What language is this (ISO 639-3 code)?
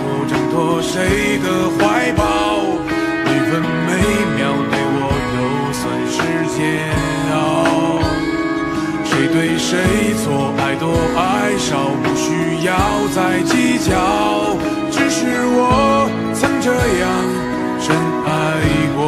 zho